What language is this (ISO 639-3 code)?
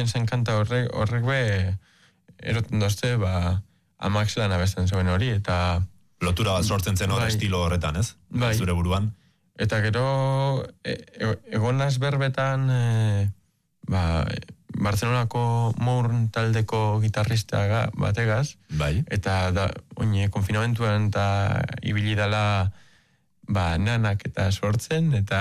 eus